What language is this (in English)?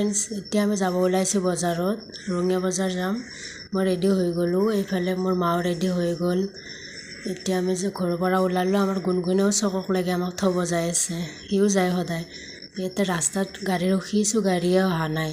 Assamese